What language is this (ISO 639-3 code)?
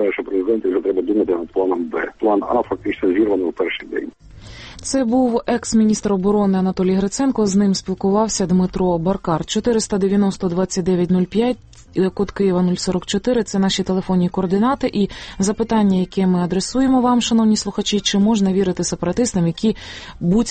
ukr